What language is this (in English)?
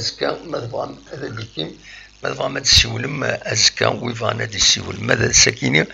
Kabyle